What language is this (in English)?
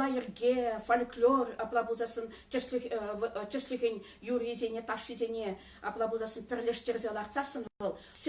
Chuvash